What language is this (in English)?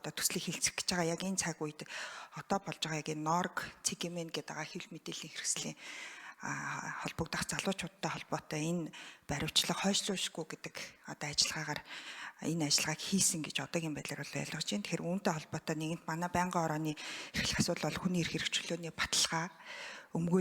Mongolian